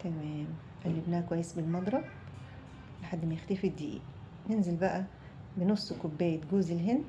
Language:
Egyptian Arabic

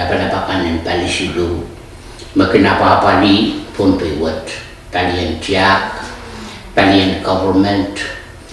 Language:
Pohnpeian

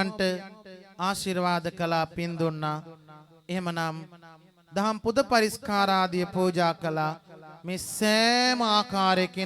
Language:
Sinhala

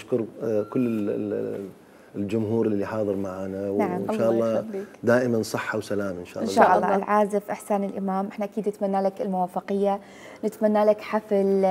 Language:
Mesopotamian Arabic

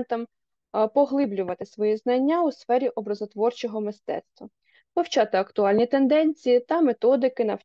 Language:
Ukrainian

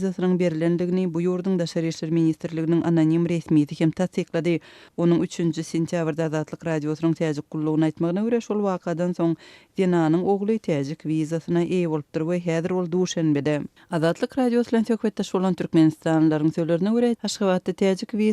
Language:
Turkmen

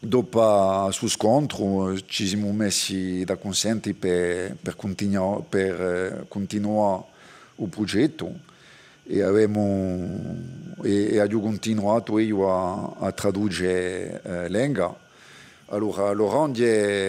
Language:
Corsican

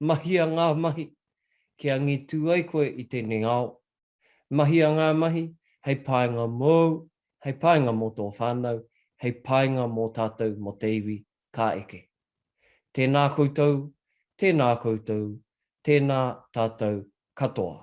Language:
Māori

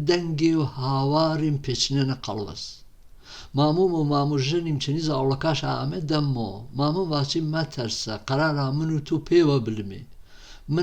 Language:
Gurani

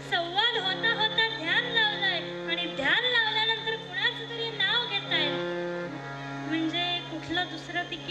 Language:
Marathi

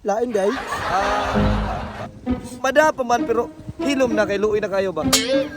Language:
Cebuano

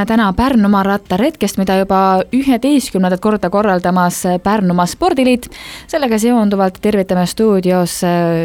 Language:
Estonian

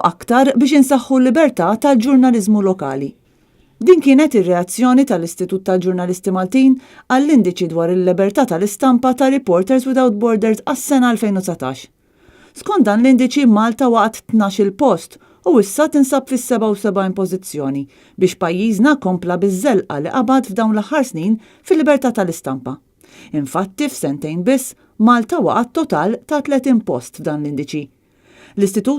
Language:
Maltese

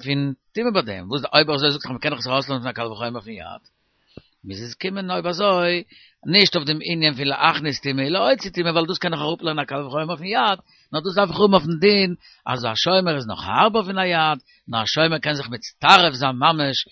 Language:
Yiddish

